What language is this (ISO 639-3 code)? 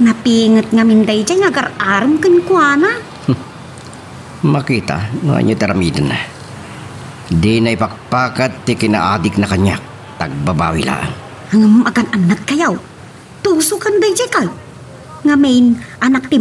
ilo